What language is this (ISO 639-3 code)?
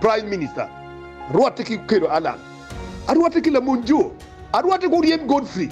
ach